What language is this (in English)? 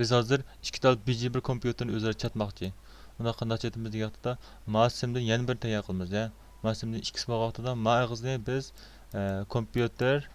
Uyghur